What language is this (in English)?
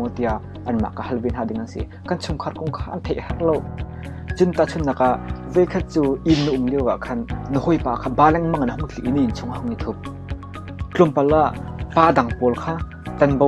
Hakha Chin